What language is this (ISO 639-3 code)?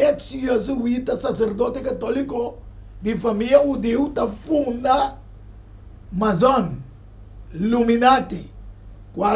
pap